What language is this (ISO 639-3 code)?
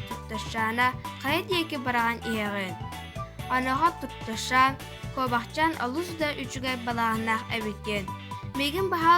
sah